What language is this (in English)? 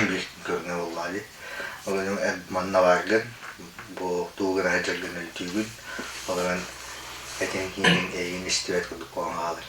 Yakut